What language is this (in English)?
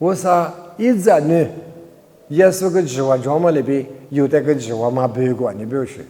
Lisu